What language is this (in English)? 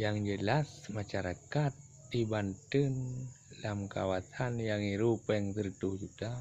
Achinese